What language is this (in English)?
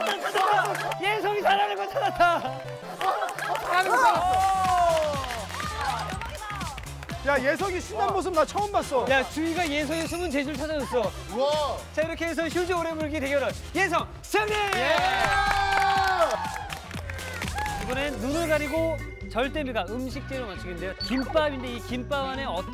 Korean